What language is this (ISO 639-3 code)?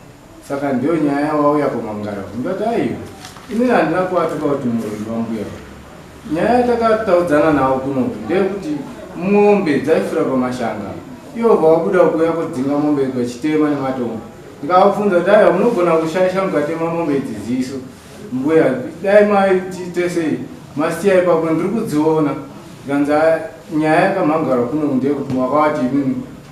sna